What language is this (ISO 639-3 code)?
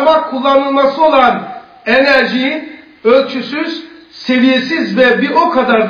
tur